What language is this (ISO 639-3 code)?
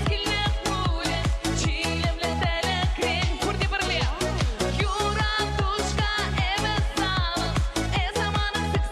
chv